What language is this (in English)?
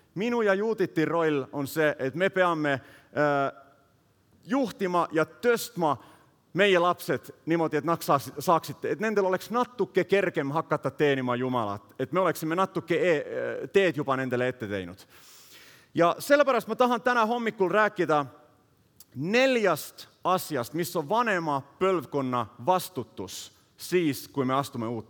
Estonian